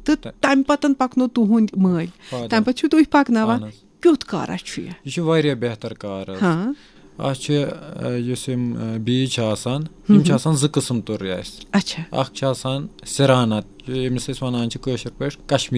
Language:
Kashmiri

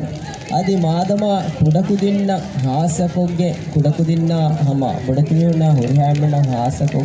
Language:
Divehi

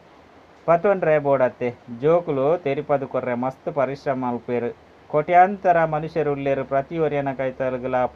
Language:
Tulu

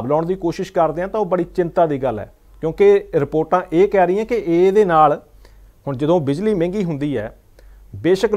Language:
Punjabi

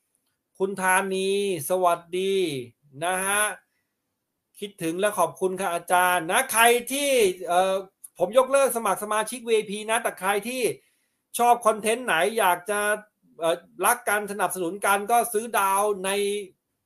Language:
Thai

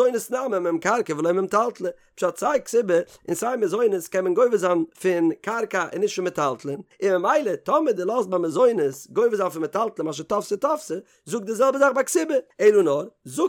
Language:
Yiddish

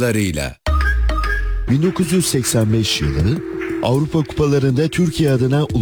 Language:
Turkish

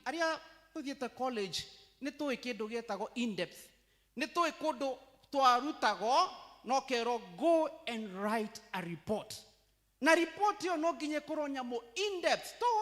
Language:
Kikuyu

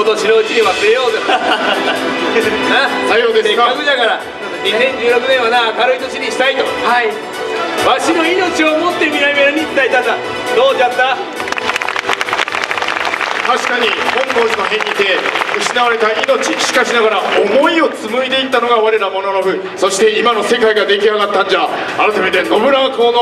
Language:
Japanese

